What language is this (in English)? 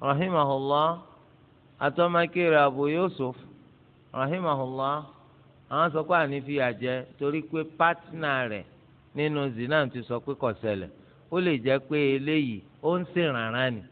Yoruba